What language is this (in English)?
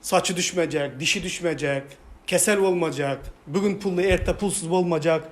Turkmen